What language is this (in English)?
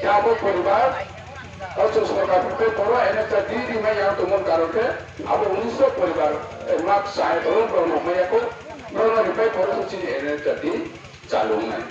Riang (India)